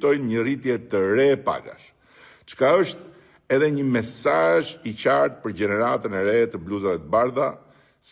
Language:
Albanian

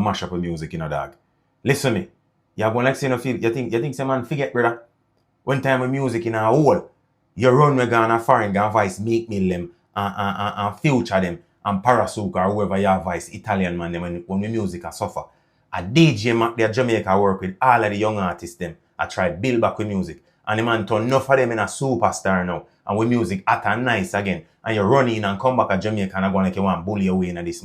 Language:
Jamaican Creole English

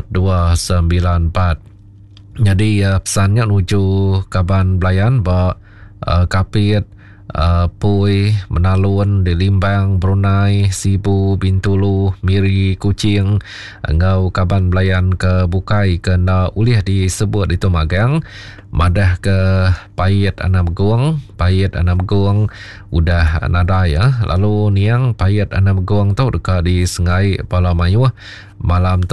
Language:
Iban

